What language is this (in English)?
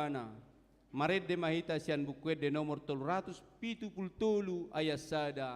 Batak Toba